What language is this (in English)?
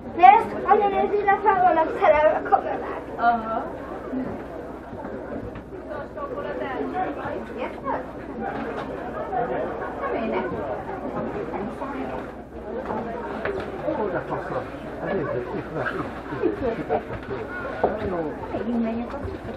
Hungarian